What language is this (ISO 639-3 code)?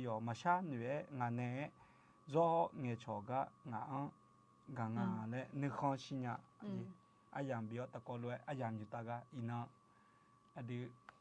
ahk